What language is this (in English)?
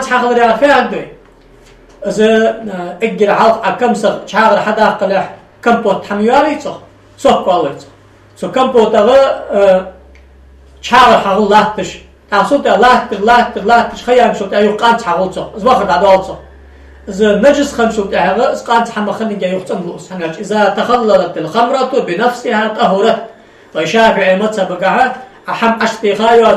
Ingush